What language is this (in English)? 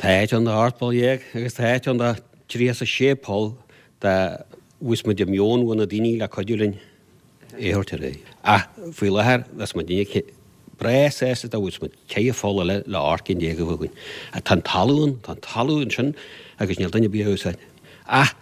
Irish